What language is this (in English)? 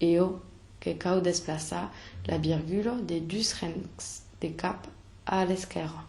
Occitan